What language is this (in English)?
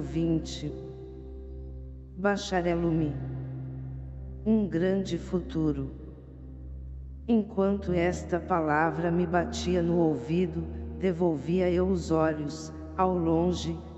Portuguese